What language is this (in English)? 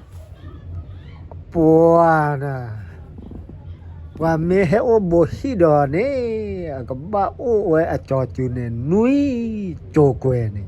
S'gaw Karen